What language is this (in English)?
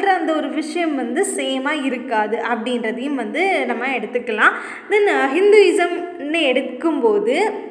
Tamil